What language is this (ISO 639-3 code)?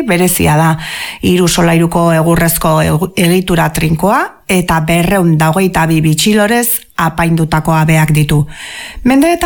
eus